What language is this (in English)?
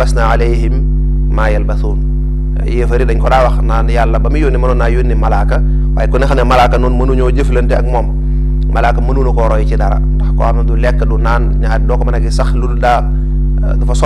Wolof